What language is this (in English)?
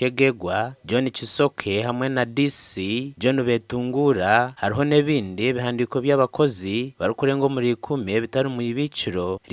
Nyankole